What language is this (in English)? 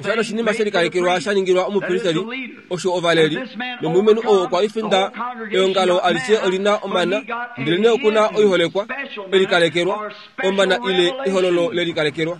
Kuanyama